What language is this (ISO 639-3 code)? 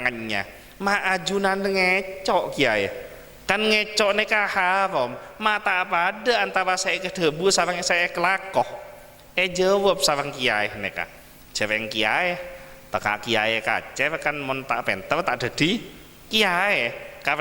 mad